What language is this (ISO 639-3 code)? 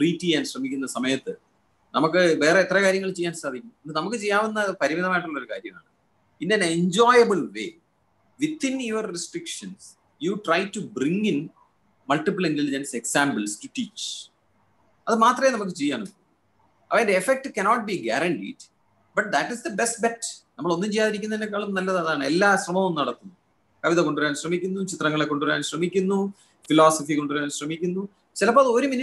mal